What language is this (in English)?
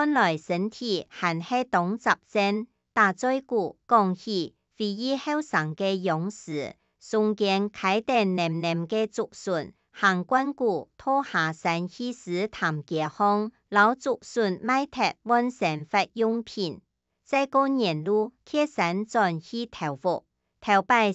Hakka Chinese